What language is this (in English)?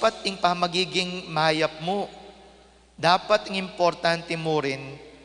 Pampanga